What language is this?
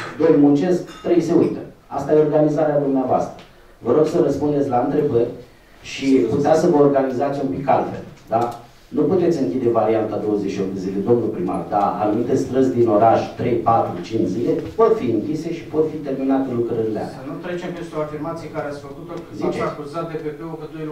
Romanian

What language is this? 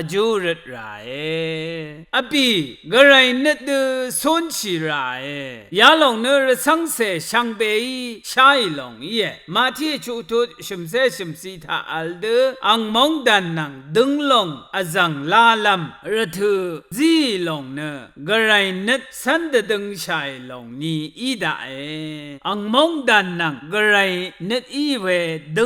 Rawang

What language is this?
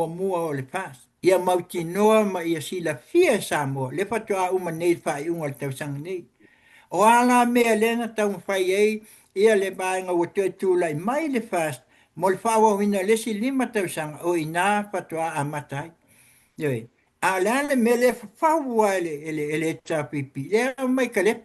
Samoan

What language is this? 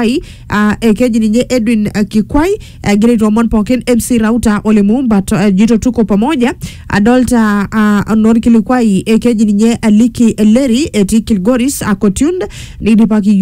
Masai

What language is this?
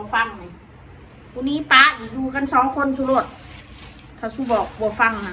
Northeastern Thai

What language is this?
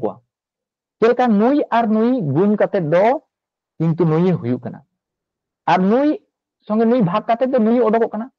Santali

